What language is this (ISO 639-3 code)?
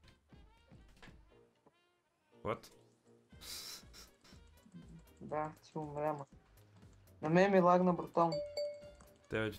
bul